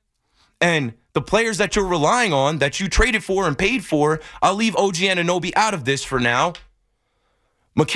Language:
English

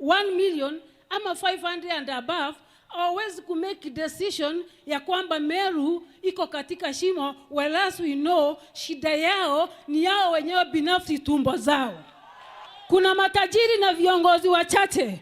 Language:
Meru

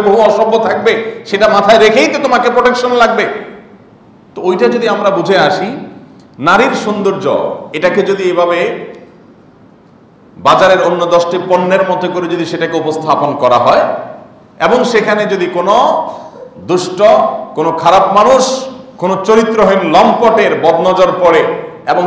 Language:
Bangla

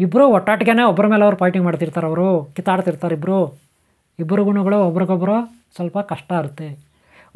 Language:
Kannada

